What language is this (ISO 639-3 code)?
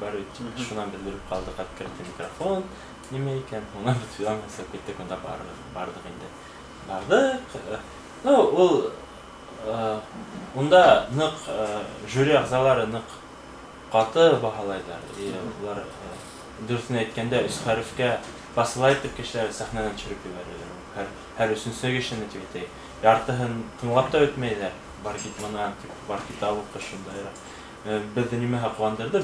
bak